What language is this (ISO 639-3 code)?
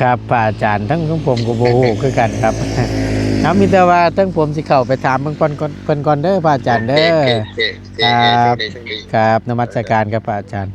tts